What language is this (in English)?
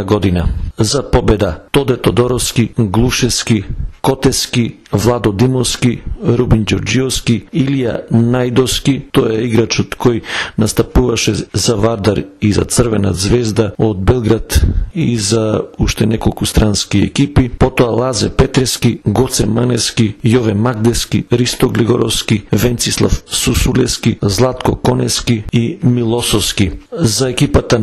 Macedonian